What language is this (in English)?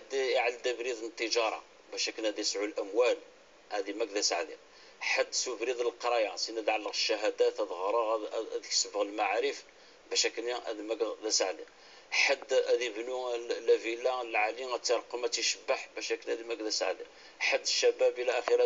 Kabyle